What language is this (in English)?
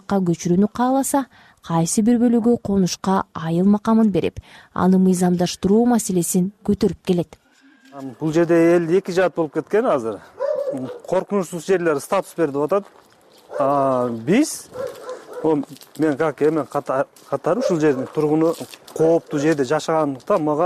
Kyrgyz